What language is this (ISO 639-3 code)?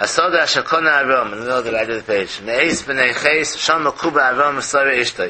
yid